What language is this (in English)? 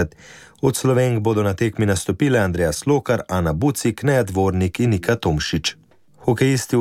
Slovenian